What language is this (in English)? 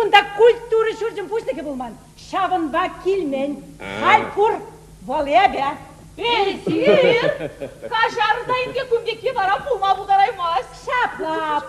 Chuvash